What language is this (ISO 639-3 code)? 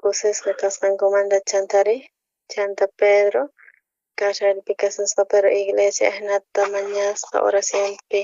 quh